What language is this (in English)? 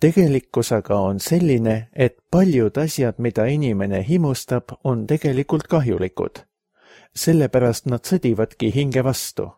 Estonian